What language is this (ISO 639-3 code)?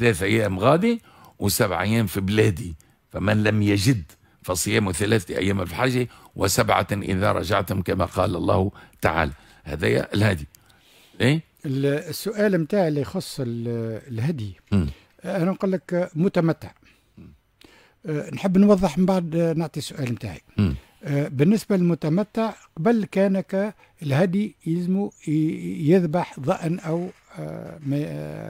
aeb